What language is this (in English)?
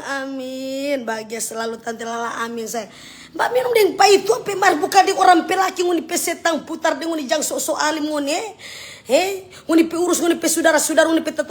Manado Malay